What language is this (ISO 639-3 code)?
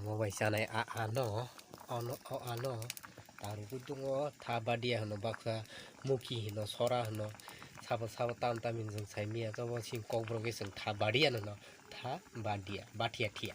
trp